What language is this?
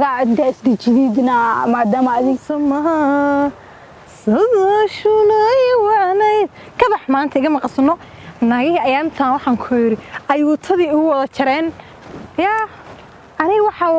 Somali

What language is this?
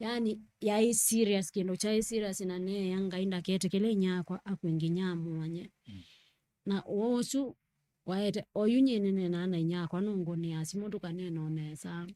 Kamba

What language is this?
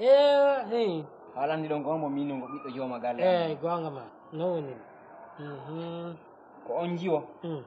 Fula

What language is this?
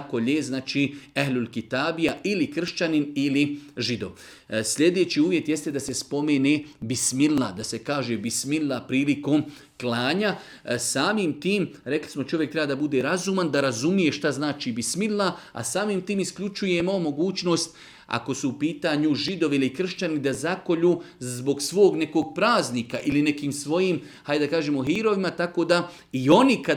Bosnian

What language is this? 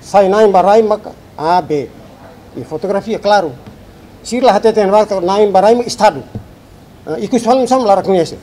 Tetum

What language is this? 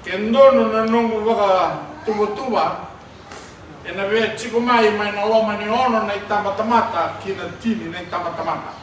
Fijian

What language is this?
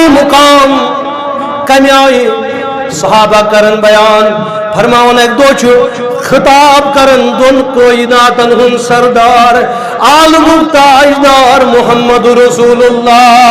Kashmiri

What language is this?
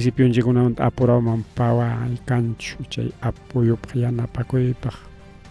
Ayacucho Quechua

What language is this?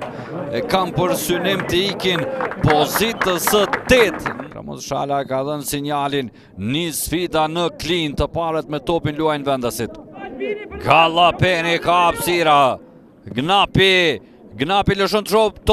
Albanian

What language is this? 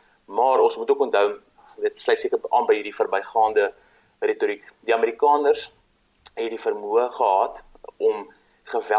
Afrikaans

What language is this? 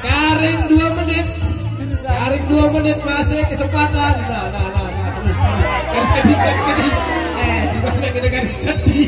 Sasak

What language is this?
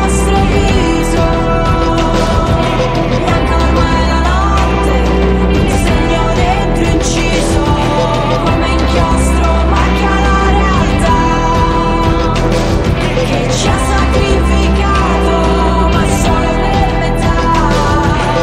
Italian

